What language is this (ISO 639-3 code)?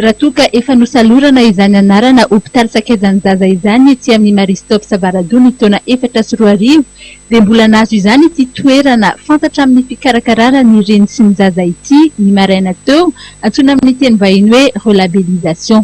mlg